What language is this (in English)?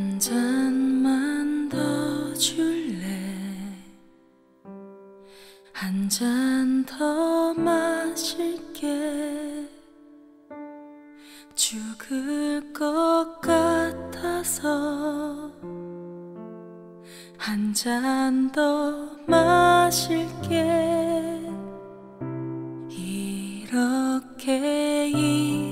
Korean